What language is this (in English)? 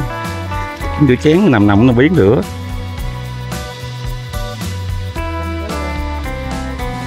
Vietnamese